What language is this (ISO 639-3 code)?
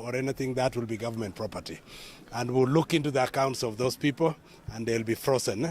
luo